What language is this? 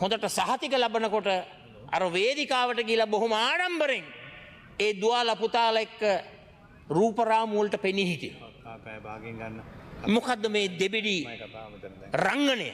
Sinhala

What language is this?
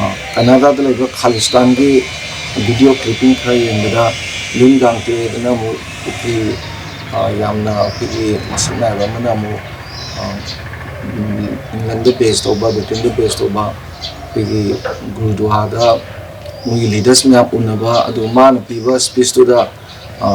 Manipuri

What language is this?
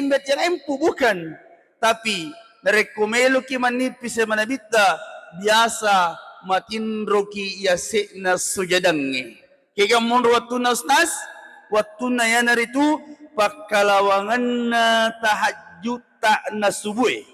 Buginese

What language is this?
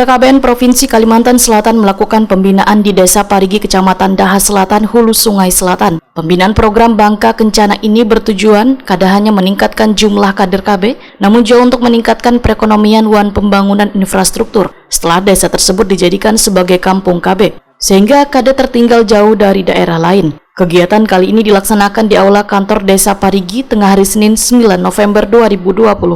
Banjar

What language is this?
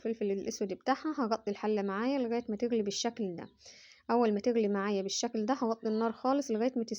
Egyptian Arabic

